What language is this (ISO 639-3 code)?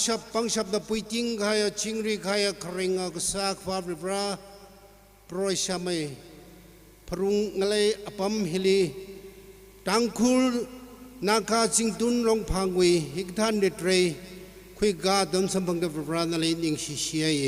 nmf